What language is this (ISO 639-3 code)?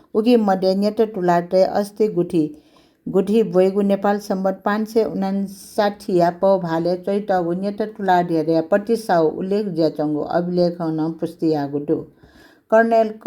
new